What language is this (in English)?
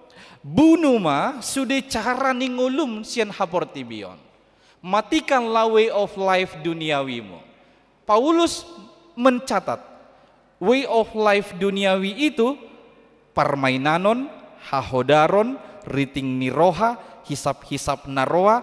Batak Toba